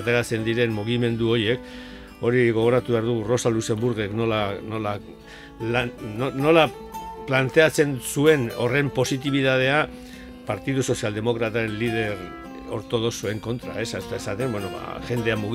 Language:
Basque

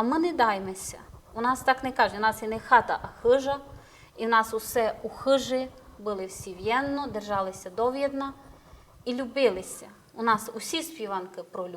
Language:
Rusyn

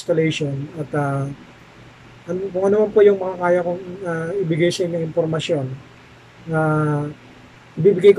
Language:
Filipino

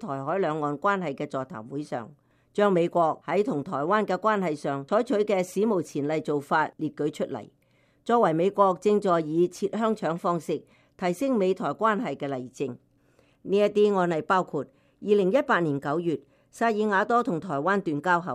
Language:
Cantonese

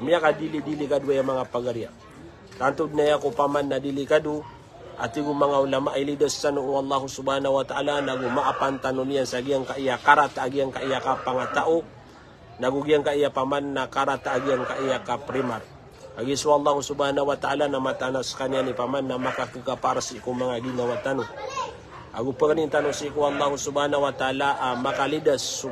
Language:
Maranao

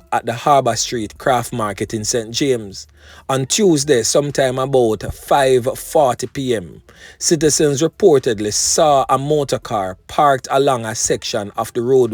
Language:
Jamaican Creole English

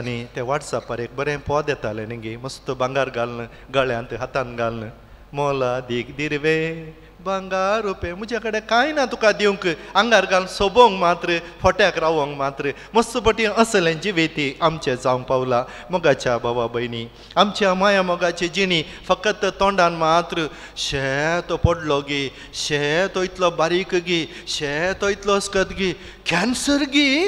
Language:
Konkani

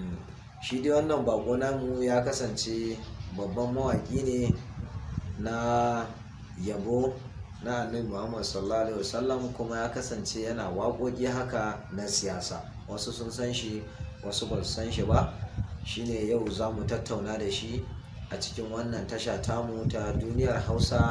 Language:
Hausa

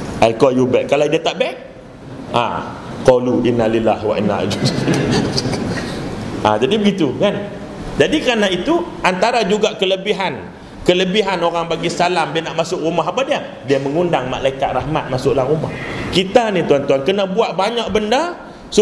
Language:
Malay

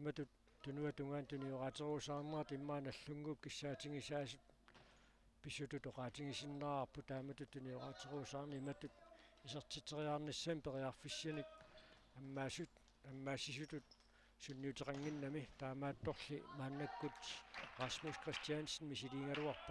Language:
Kalaallisut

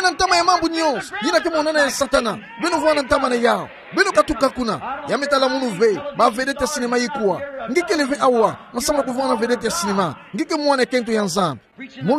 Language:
Kituba (Democratic Republic of Congo)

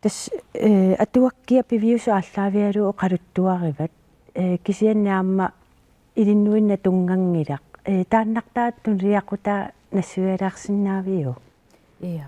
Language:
Kalaallisut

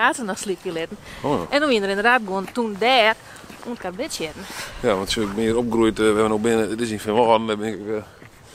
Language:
Western Frisian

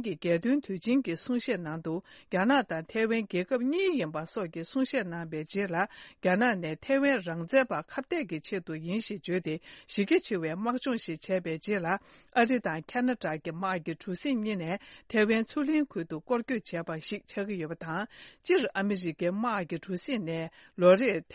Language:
Tibetan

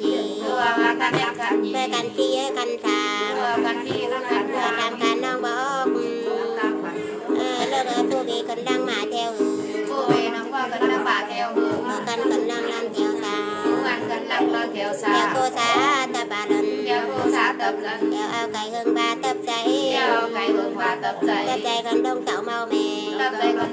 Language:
Vietnamese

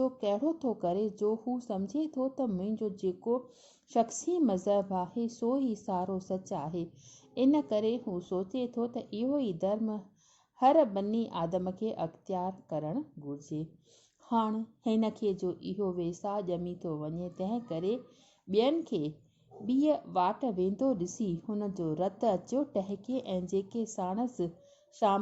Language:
Sindhi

